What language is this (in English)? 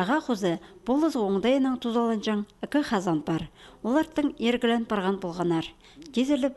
Khakas